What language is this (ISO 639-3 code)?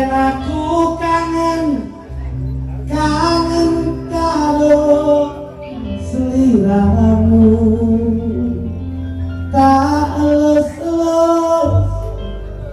jav